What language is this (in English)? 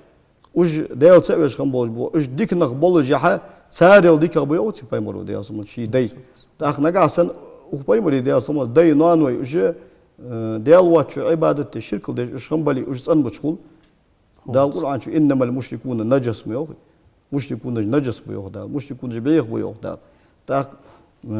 Ingush